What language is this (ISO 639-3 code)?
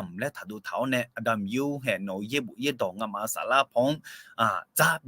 ahk